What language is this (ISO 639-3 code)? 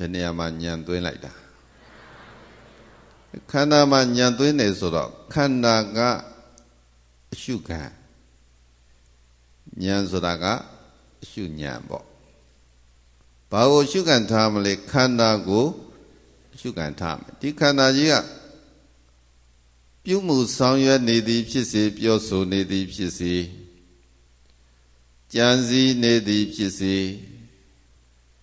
mya